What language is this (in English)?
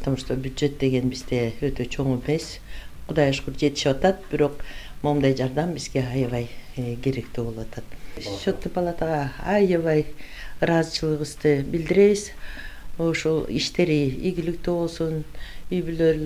Kyrgyz